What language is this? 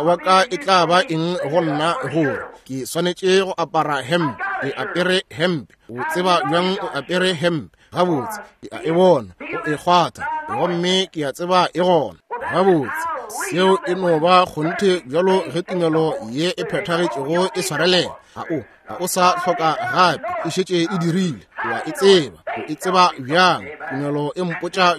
Northern Sotho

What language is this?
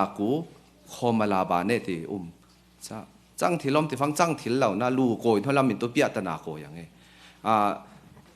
Falam Chin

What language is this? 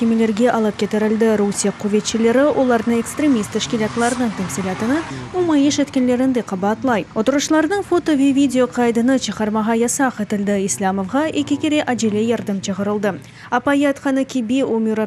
Crimean Tatar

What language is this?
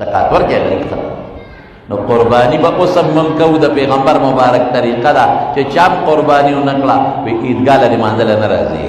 Pashto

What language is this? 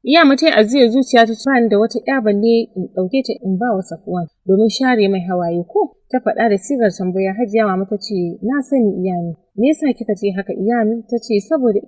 Hausa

